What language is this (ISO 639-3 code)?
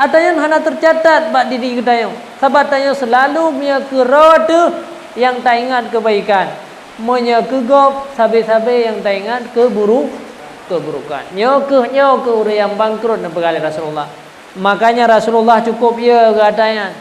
ace